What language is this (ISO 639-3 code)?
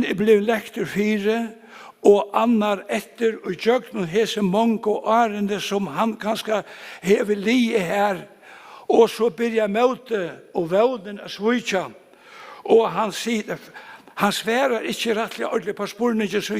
fao